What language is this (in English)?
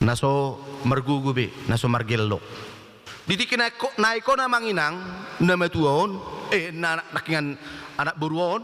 Batak Toba